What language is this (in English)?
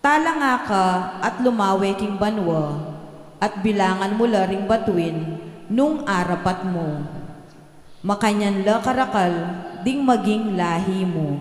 Pampanga